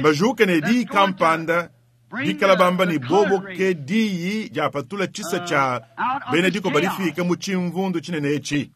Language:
Luba-Lulua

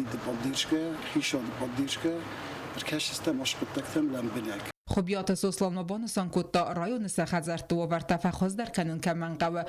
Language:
Ossetic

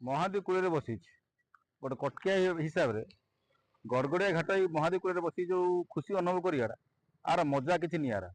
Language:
Odia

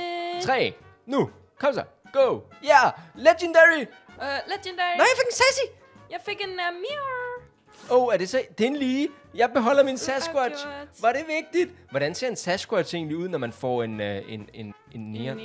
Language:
Danish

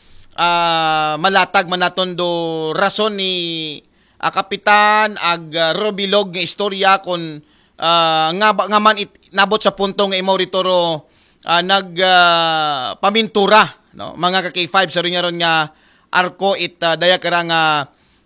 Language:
Aklanon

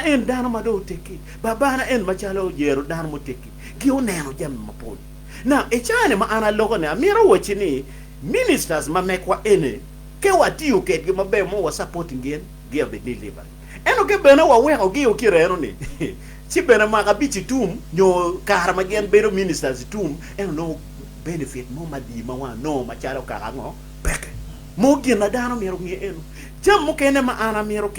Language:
Acoli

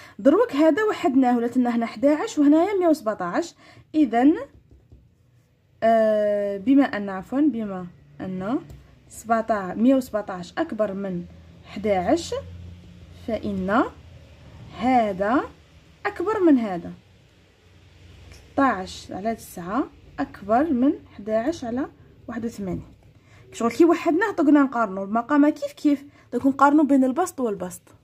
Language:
Algerian Arabic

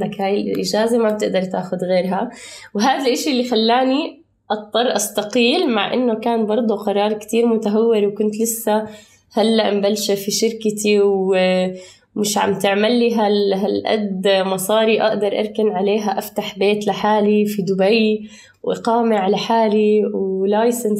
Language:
North Levantine Arabic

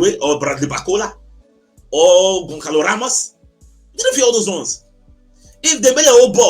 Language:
Nigerian Pidgin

